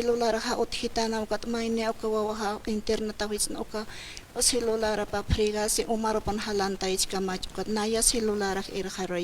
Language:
Aymara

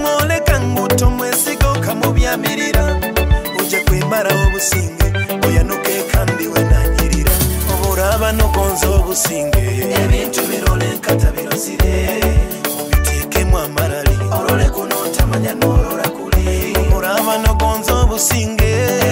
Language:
Nyoro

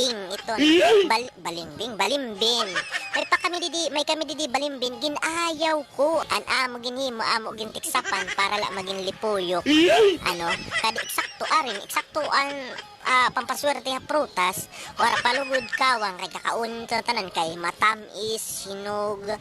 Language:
Waray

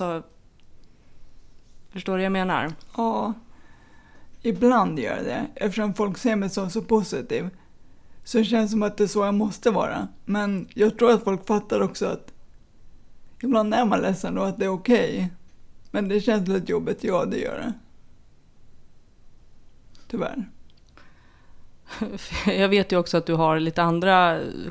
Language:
Swedish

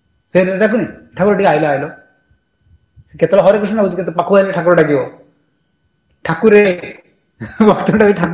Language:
Odia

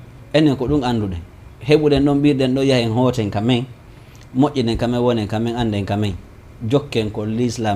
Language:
Fula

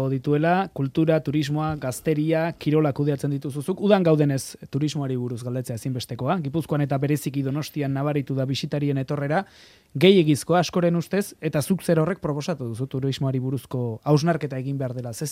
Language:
Basque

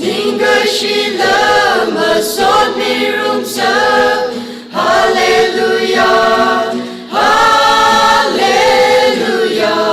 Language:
Tangkhul Naga (India)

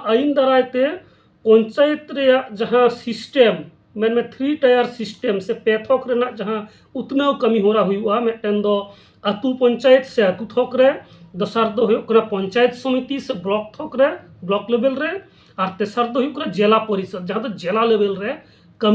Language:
Santali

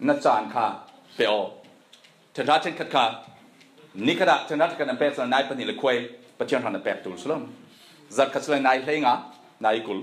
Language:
Falam Chin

